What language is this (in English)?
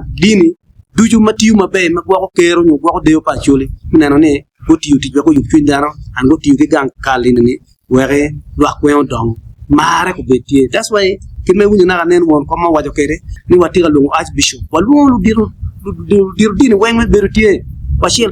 Acoli